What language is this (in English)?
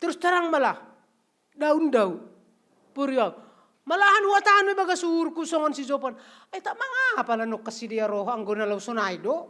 Batak Simalungun